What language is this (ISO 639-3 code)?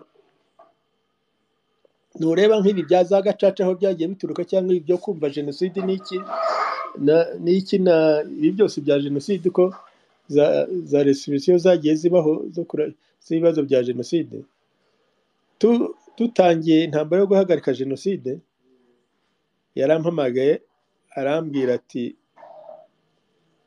kin